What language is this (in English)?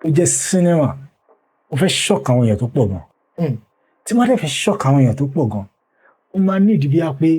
Yoruba